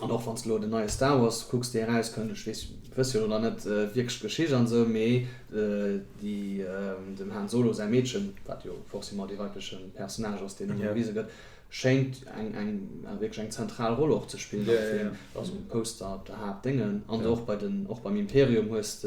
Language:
Luxembourgish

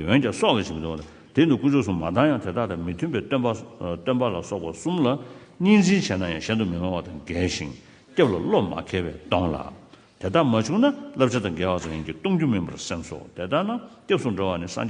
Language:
Tibetan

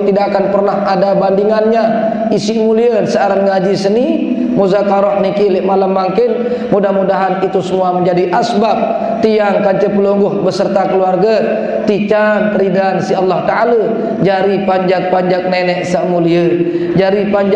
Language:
Sasak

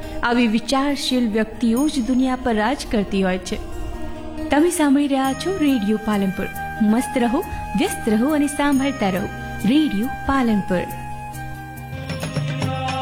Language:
Gujarati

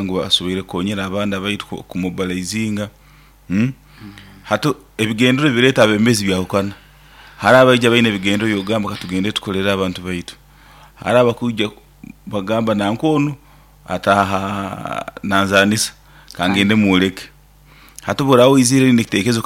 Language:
Nyoro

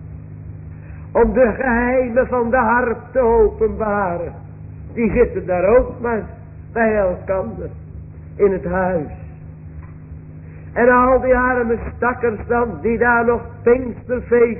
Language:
Dutch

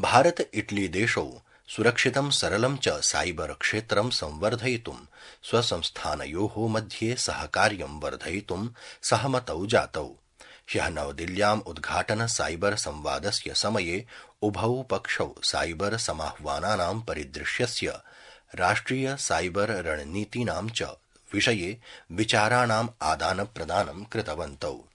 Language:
Sanskrit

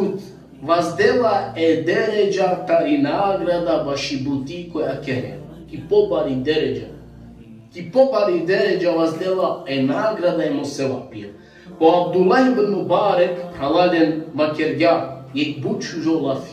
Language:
Balkan Romani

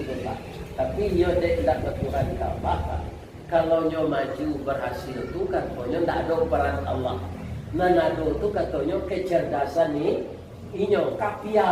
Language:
Minangkabau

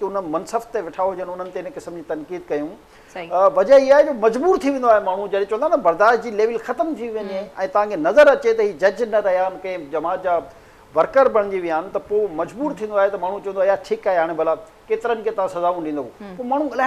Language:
Sindhi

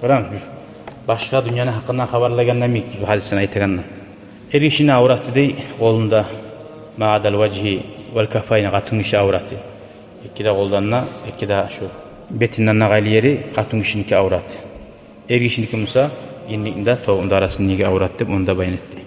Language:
Kumyk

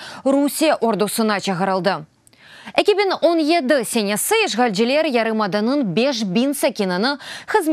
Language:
Crimean Tatar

